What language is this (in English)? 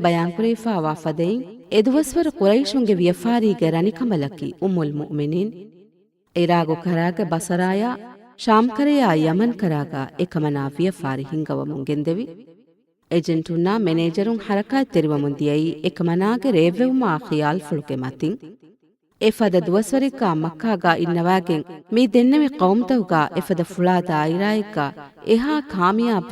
Divehi